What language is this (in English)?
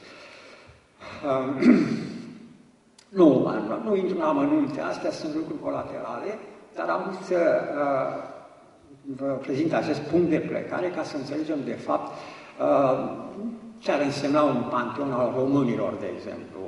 Romanian